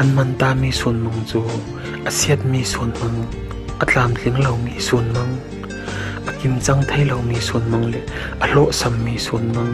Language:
Falam Chin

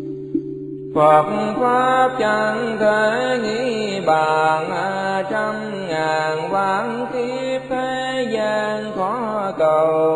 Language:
Vietnamese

